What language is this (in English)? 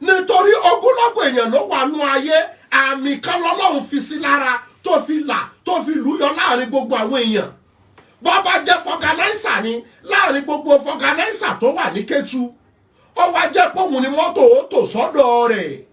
Yoruba